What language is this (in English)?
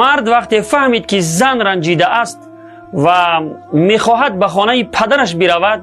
Tajik